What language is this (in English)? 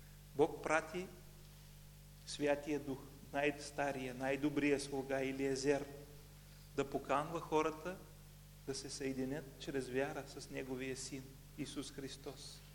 Bulgarian